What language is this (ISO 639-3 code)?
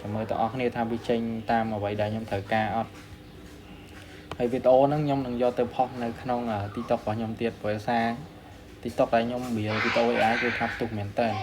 khm